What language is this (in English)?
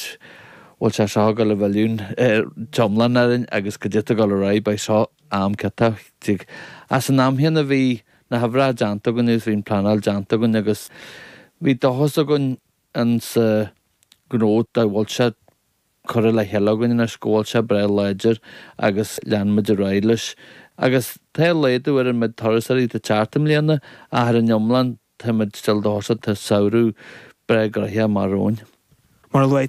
Irish